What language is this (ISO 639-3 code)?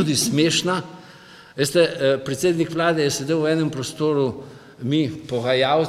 slv